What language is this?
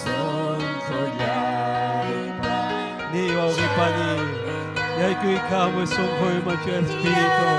Ayacucho Quechua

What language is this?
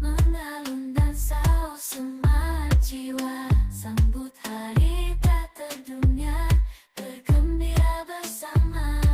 Banjar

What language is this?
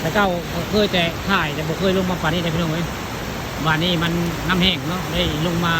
Northeastern Thai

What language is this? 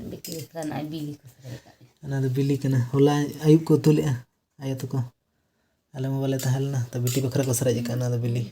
Santali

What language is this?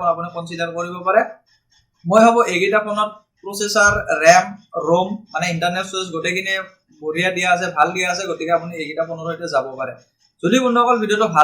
Assamese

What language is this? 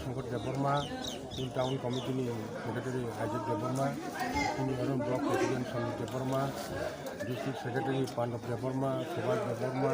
Kok Borok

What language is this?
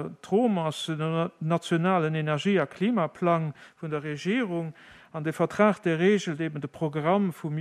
Luxembourgish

